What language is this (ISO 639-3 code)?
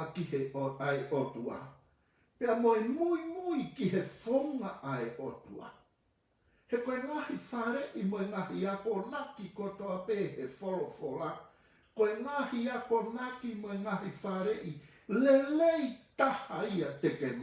ton